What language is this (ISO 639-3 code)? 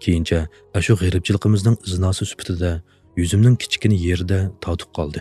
uig